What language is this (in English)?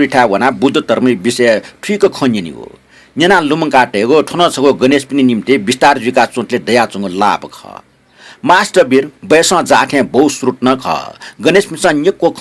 Newari